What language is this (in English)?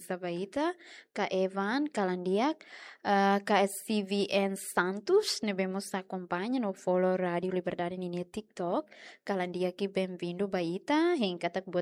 Tetum